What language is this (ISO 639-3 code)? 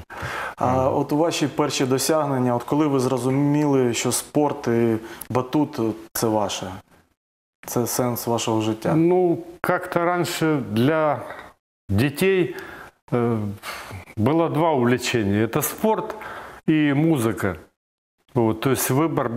ukr